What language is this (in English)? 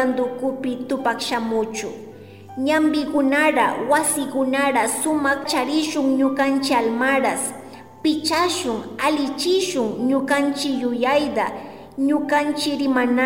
Chimborazo Highland Quichua